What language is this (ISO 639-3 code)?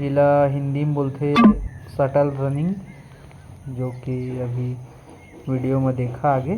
hne